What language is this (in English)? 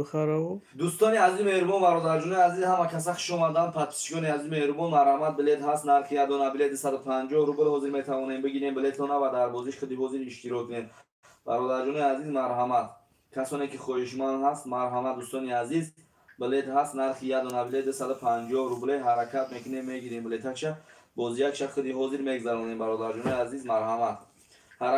Tajik